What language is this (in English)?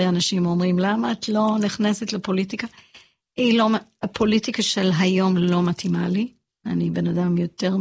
Hebrew